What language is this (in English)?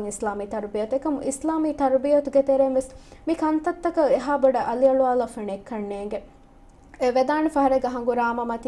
Divehi